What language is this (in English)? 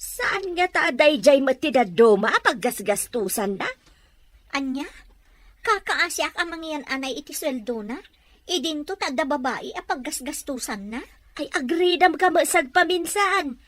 Iloko